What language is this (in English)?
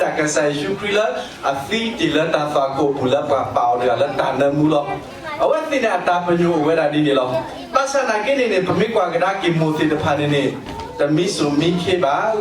S'gaw Karen